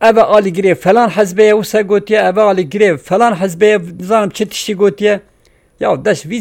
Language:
Kurdish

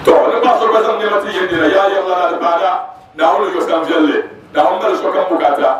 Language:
Dagbani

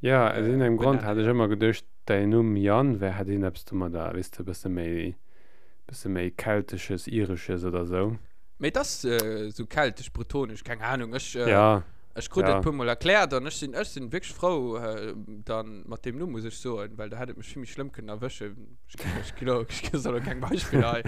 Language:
Luxembourgish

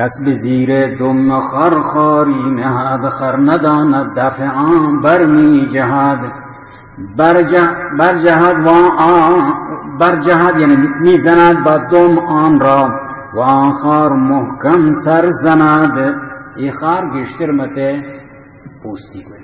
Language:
Baluchi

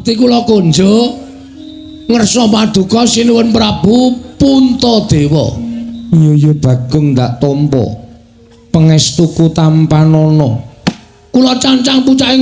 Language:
Javanese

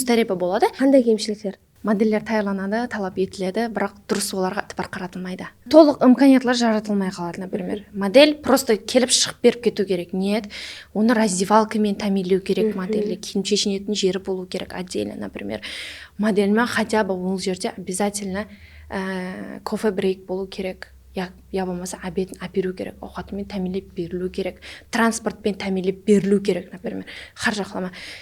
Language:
Kara-Kalpak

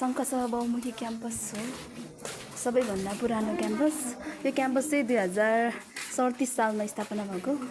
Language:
Nepali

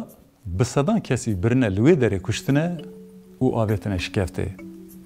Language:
Kurdish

